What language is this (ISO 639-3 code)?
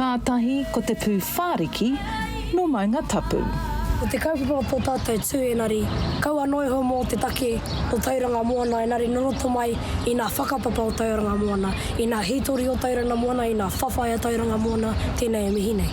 mri